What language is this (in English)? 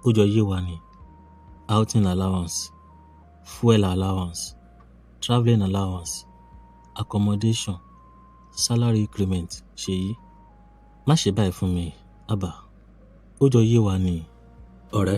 Yoruba